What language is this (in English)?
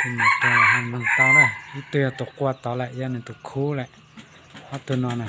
Hmong